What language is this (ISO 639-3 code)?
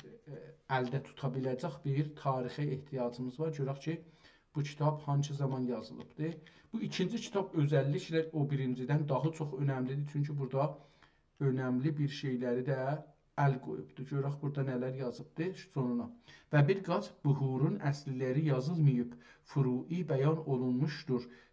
azb